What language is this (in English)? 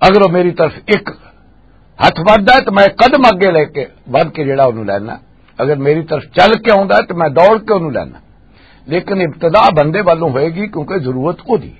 Western Panjabi